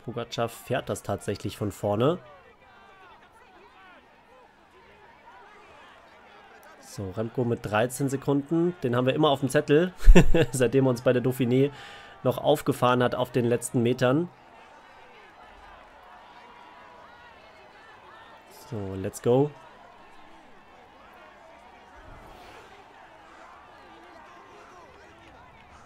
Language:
German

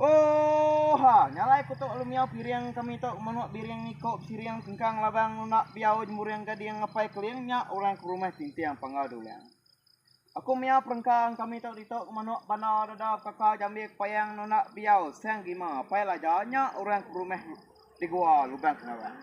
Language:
Iban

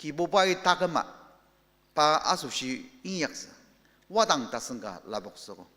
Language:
Ao Naga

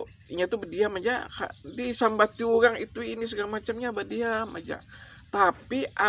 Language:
Banjar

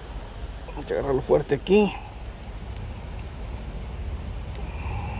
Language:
Spanish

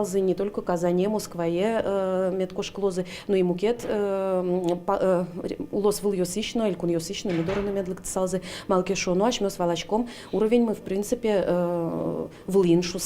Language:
Udmurt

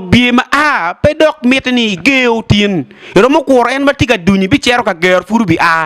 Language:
Acoli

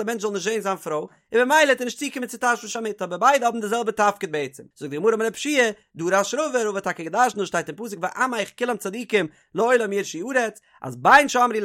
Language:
Yiddish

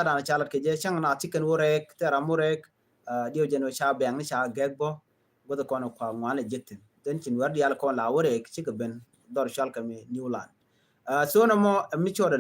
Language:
Nuer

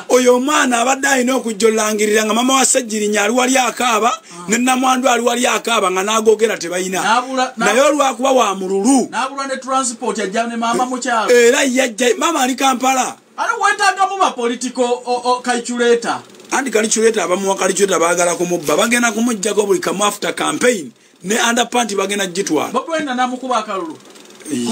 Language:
Ganda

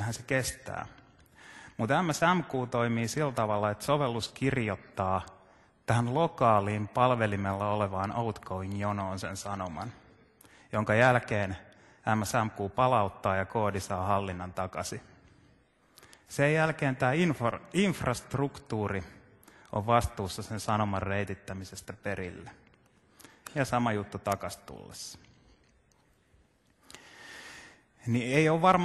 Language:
Finnish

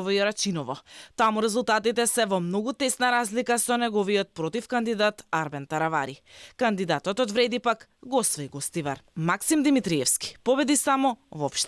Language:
Macedonian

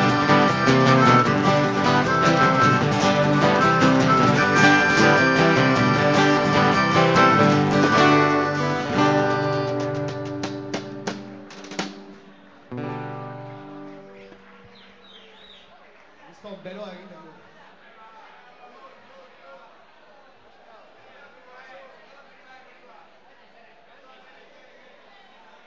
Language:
Basque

